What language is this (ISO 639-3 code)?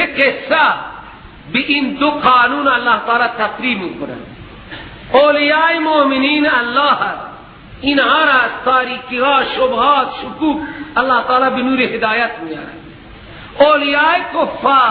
fas